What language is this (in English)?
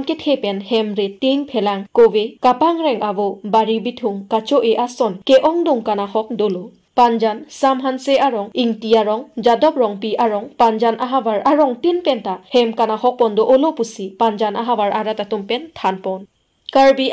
Karbi